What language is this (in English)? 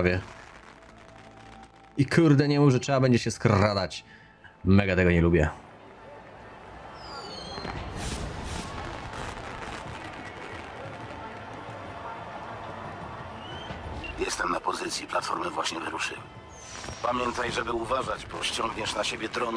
Polish